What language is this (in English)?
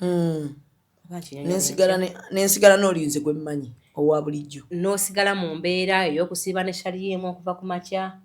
Ganda